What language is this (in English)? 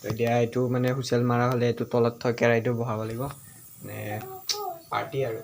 Assamese